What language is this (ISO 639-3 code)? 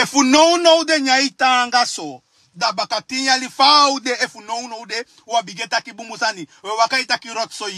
srn